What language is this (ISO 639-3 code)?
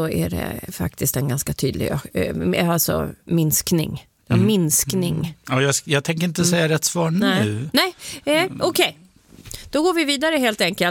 swe